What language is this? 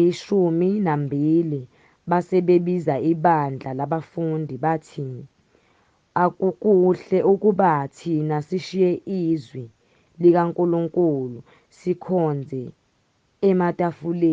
Zulu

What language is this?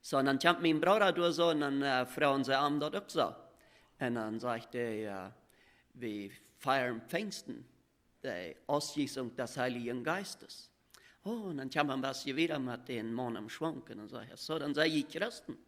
Plautdietsch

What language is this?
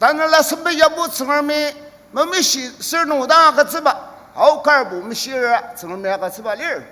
Ao Naga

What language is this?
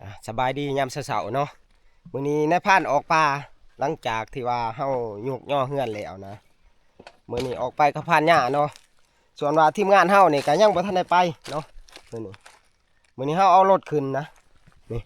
Northeastern Thai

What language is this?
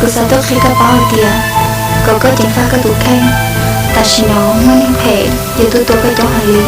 Hmong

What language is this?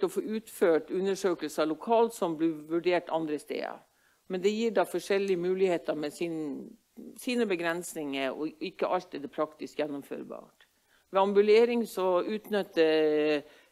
Norwegian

